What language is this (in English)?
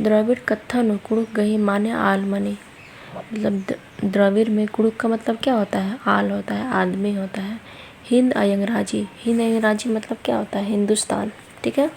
Kurukh